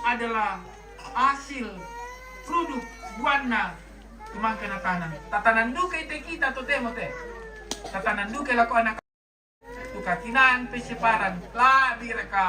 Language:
Toraja-Sa'dan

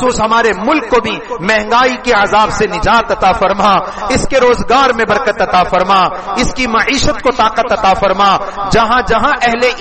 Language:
Urdu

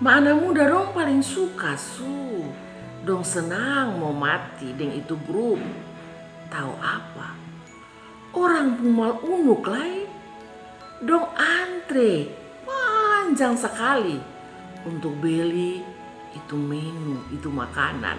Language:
Kupang Malay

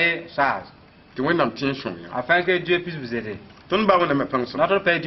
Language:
Mossi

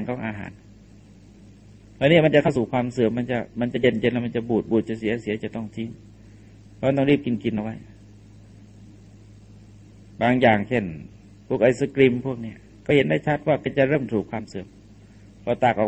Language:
Thai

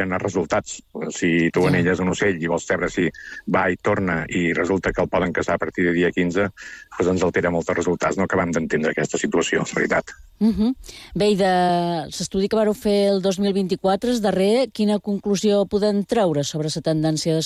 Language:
Catalan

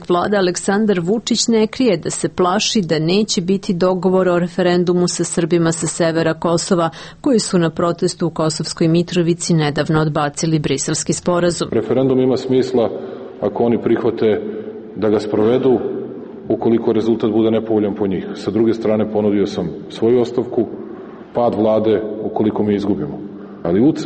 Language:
Serbian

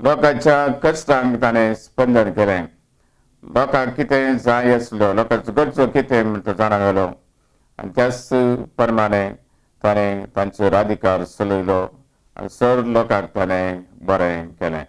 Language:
Konkani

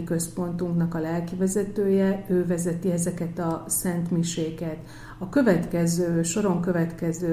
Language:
Hungarian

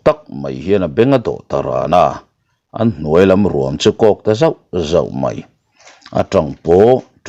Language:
Mizo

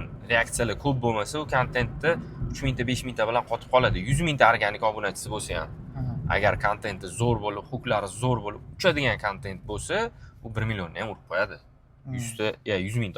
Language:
Uzbek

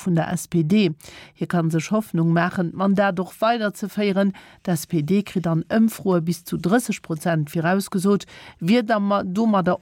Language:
Luxembourgish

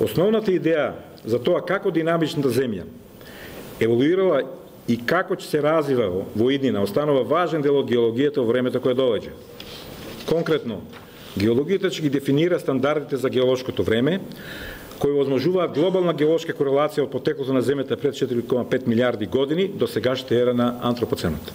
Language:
Macedonian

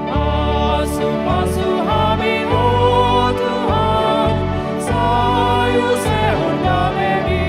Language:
Batak Toba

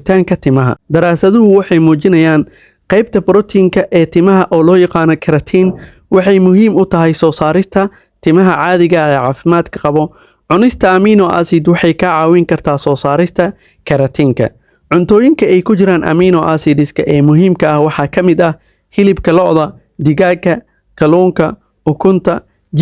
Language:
Somali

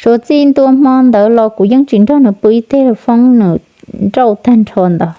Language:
Hmong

